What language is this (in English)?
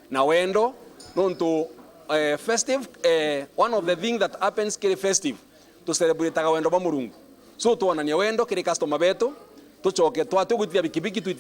Meru